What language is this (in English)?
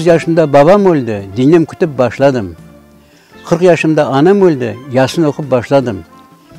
Crimean Tatar